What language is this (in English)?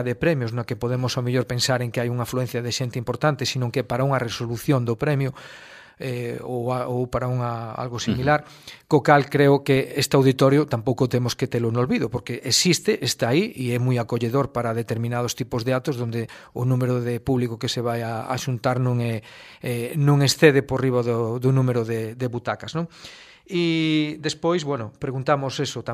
Galician